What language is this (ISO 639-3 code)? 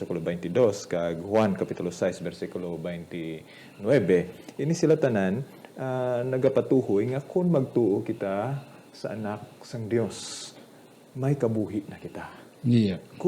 hil